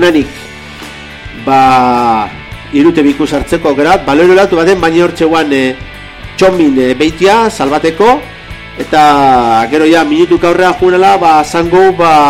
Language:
Basque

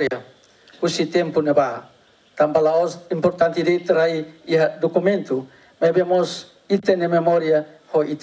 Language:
Tetum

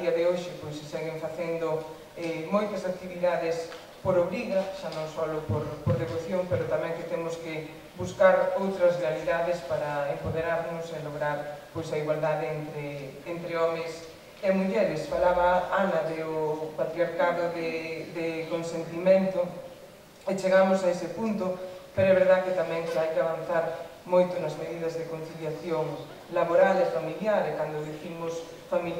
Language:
Galician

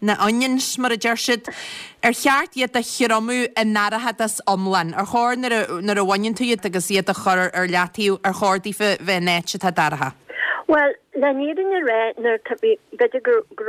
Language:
Irish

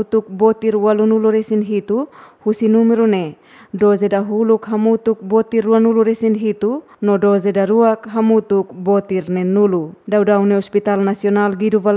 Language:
Tetum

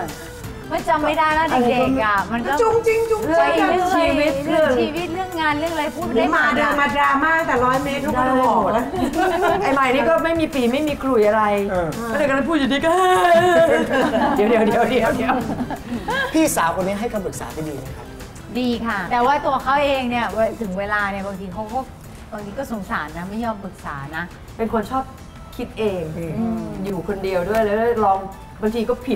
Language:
Thai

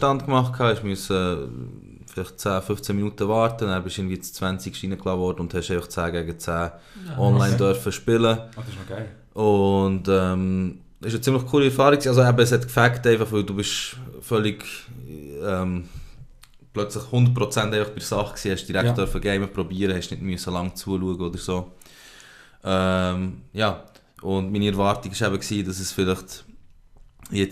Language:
Swiss German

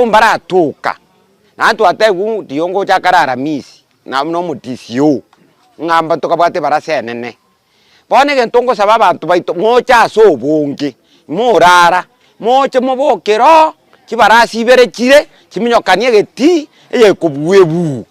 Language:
Gusii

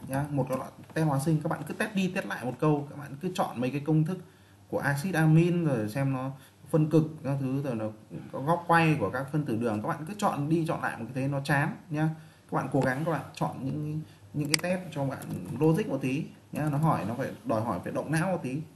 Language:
Vietnamese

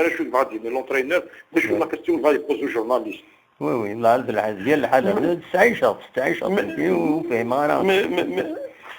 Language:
Kabyle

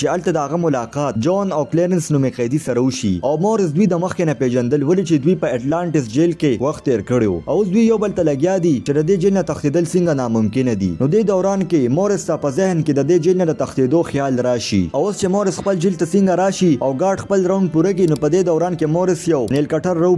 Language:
Pashto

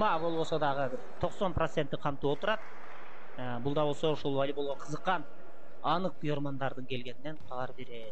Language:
Kyrgyz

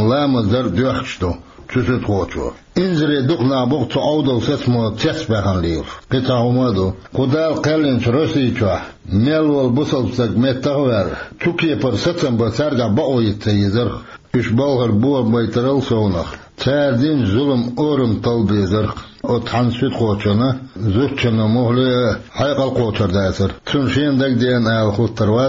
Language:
Chechen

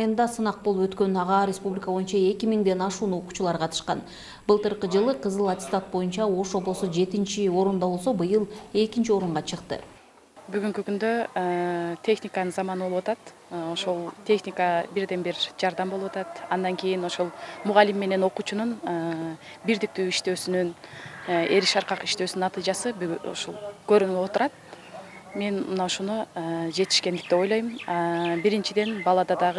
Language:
Kyrgyz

